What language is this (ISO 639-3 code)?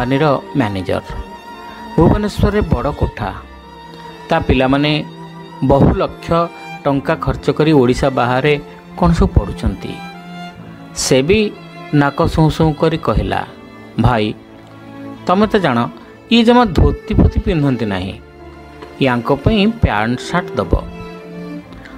ori